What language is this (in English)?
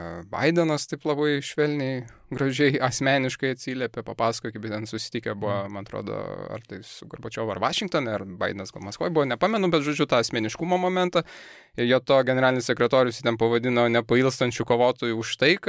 Lithuanian